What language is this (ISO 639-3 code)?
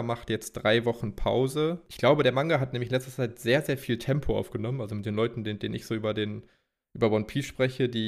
deu